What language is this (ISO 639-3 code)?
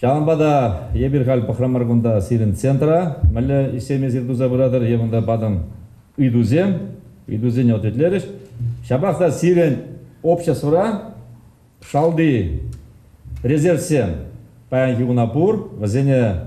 chv